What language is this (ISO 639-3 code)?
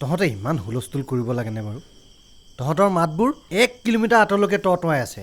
asm